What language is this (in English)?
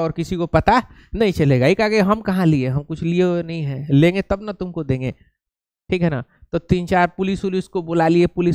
Hindi